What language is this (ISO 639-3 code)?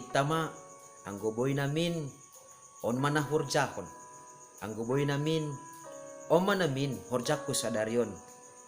bts